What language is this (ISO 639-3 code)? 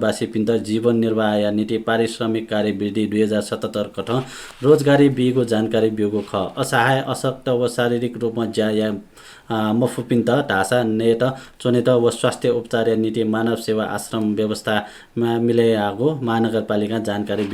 new